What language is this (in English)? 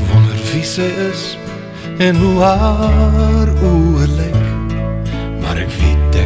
Afrikaans